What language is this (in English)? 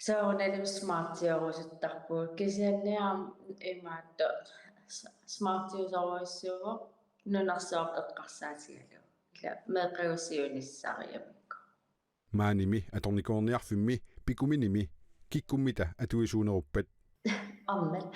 Kalaallisut